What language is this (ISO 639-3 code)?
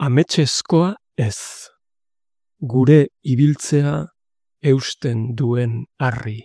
eus